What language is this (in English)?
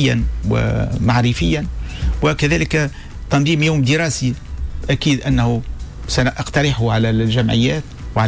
Tunisian Arabic